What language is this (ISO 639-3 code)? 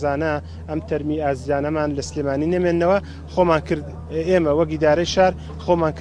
ckb